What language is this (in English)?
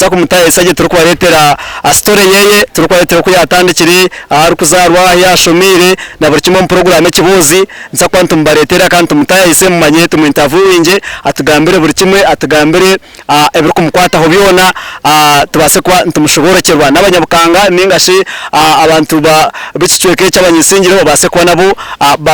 Nyankole